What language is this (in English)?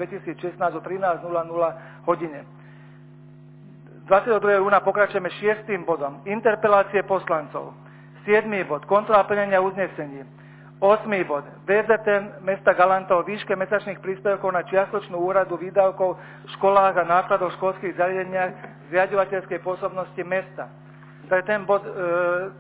Slovak